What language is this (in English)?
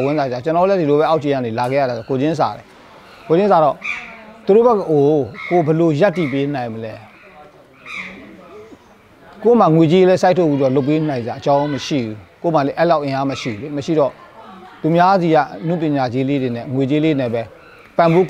Burmese